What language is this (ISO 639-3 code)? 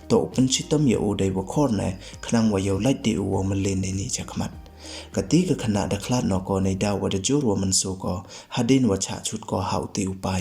pbv